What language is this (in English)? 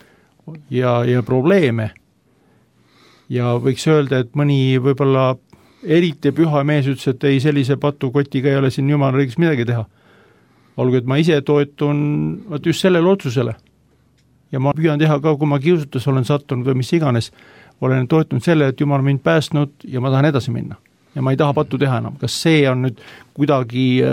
Estonian